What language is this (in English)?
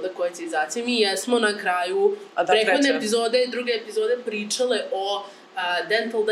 Croatian